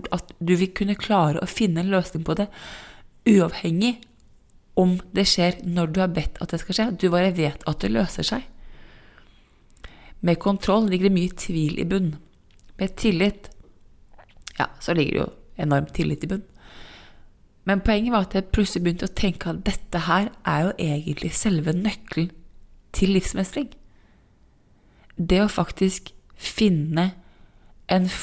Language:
Norwegian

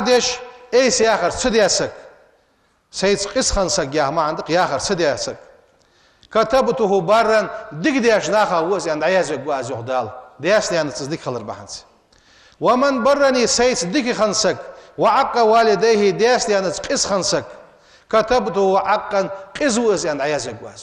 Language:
Ingush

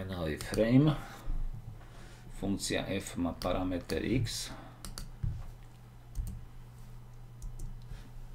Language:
Slovak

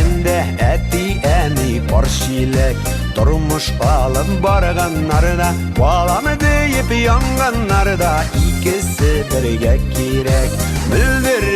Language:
Bashkir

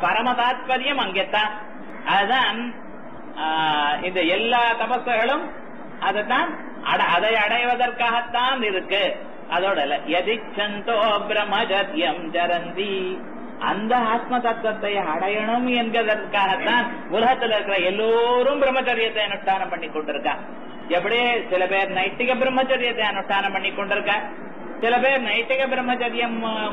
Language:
Tamil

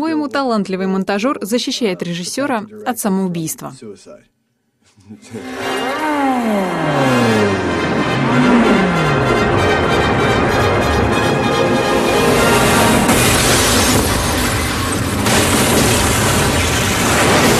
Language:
Russian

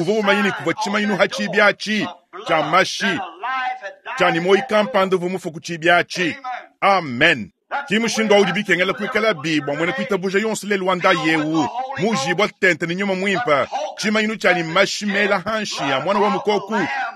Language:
Luba-Lulua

